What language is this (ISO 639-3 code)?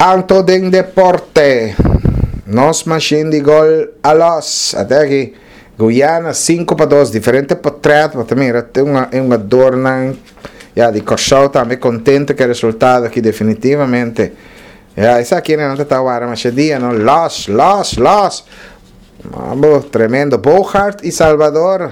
pap